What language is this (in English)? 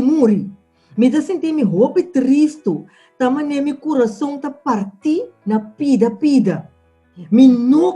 Papiamento